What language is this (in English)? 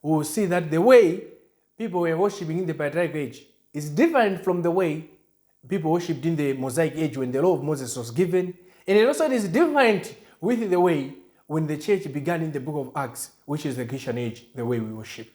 English